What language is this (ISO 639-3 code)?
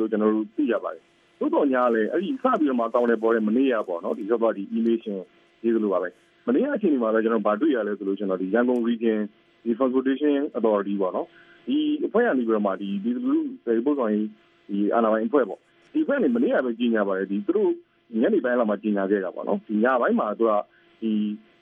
mya